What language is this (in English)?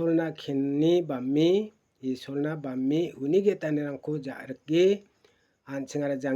Garo